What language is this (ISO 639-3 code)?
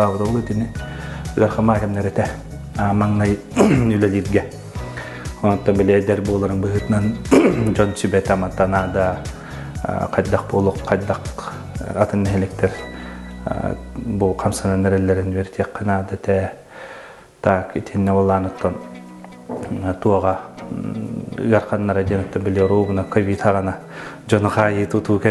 sah